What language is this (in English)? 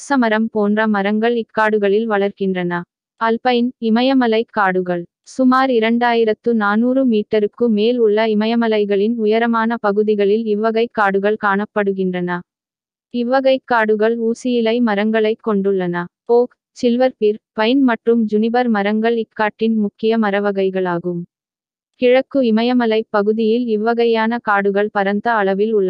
Tamil